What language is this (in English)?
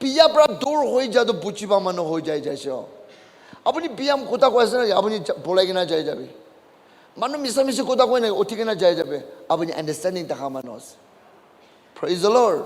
Naga Pidgin